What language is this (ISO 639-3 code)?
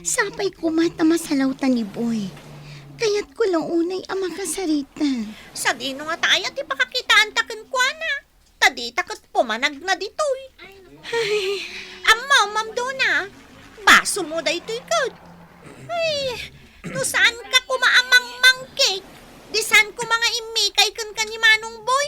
ilo